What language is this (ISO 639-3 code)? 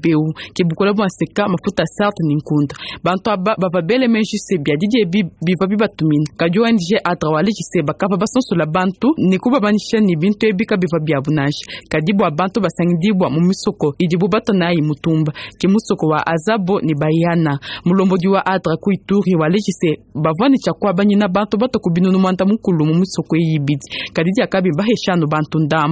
lua